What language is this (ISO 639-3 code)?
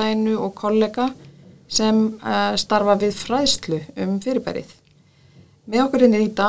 isl